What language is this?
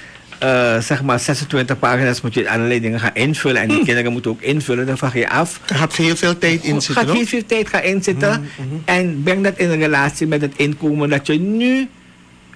Dutch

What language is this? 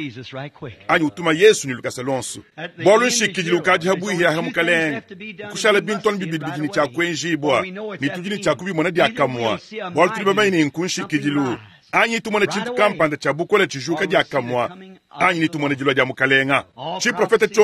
Luba-Lulua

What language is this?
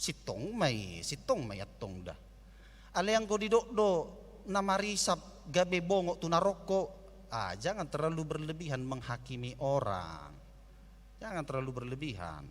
Batak Toba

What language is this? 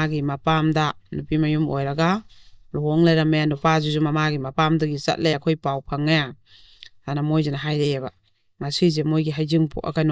Manipuri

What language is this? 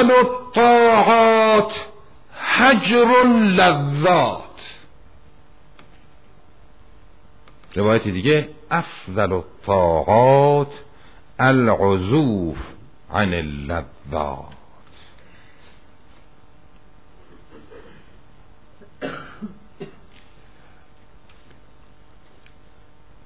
Persian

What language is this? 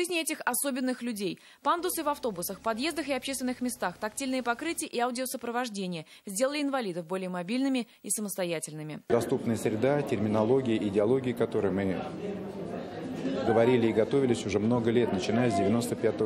Russian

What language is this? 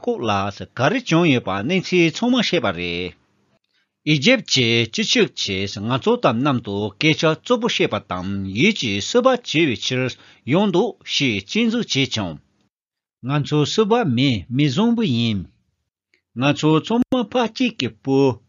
Tibetan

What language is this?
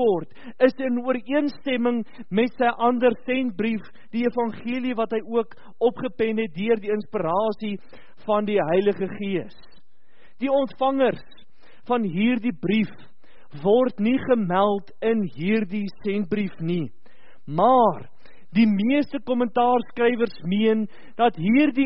Afrikaans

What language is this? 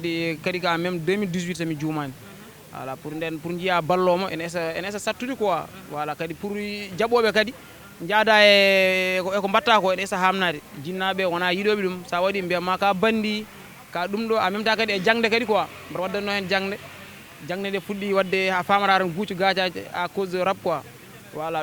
Fula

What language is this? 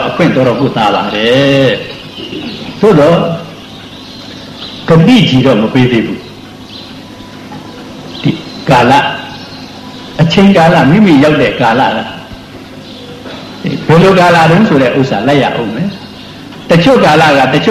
Burmese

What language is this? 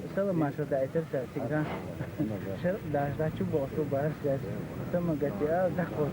Chechen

